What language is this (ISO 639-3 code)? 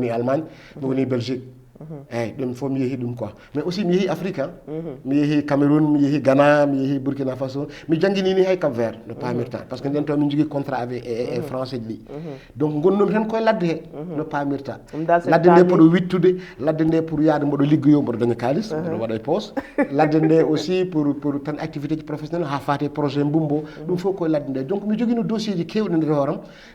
ful